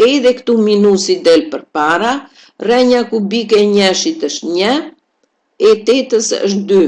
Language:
Albanian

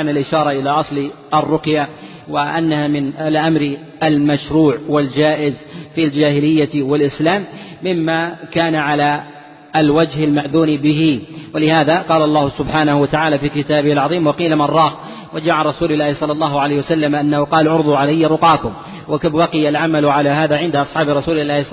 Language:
Arabic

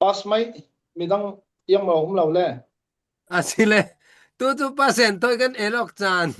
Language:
Falam Chin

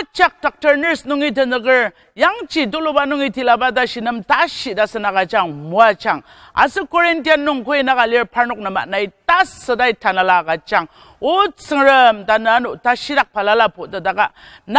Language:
Ao Naga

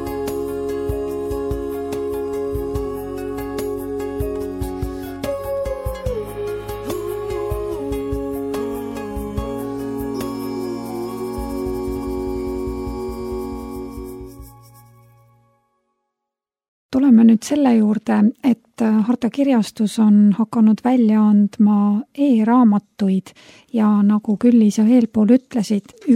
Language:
Estonian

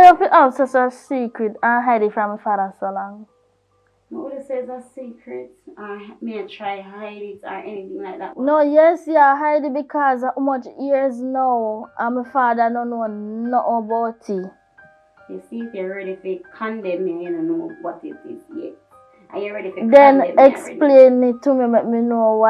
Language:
Jamaican Creole English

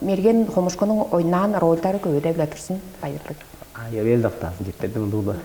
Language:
Tuvinian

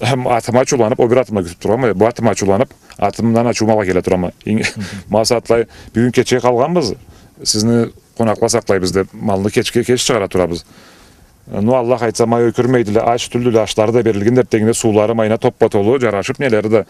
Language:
Karachay-Balkar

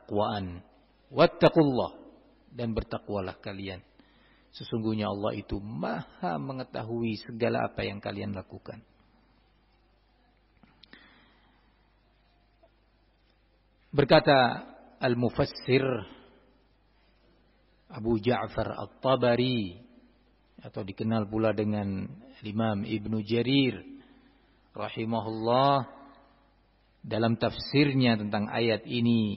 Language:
Indonesian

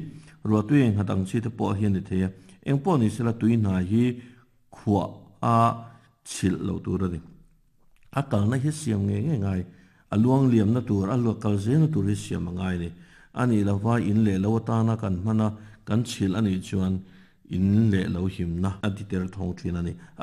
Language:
Mizo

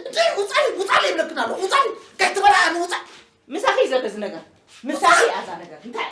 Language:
Tigrinya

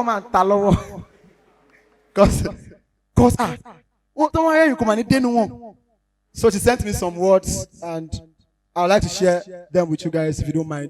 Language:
Nigerian Pidgin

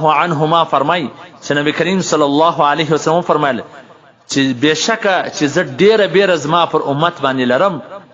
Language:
Pashto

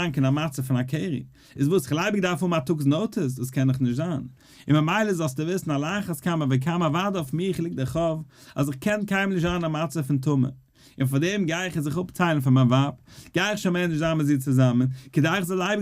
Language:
Yiddish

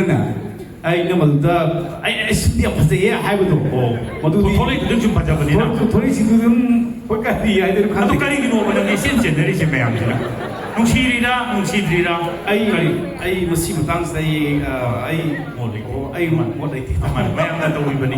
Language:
Manipuri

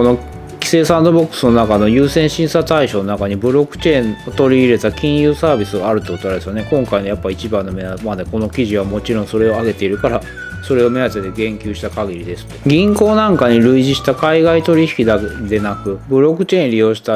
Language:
Japanese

